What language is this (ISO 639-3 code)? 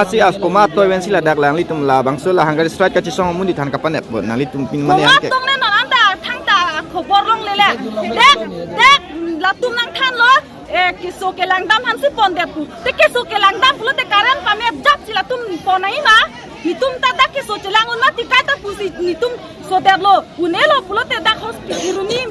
mjw